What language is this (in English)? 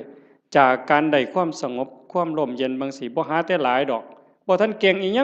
Northeastern Thai